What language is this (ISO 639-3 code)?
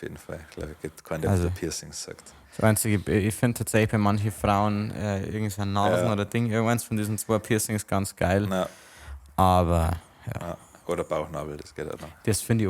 bar